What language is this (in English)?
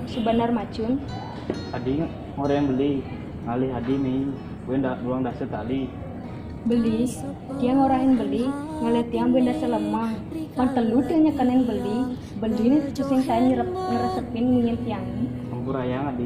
Balinese